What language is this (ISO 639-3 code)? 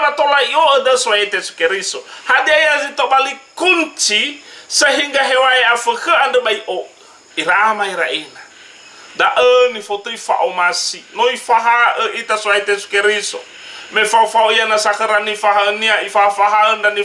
nia